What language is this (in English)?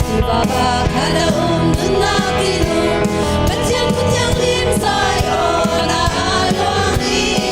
Hakha Chin